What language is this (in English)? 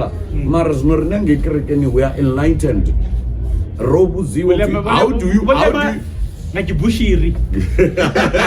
Venda